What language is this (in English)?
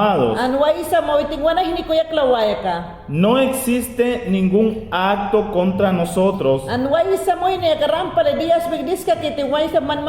Mayangna